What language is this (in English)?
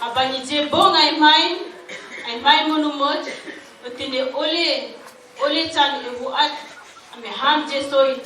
Dehu